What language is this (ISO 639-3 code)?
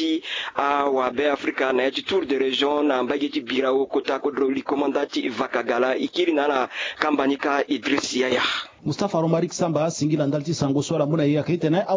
sag